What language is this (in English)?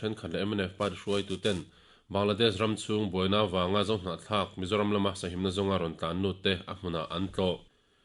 Mizo